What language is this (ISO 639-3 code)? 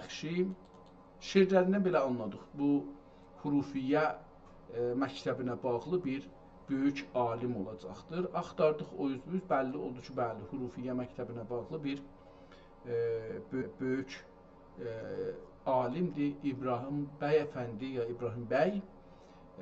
azb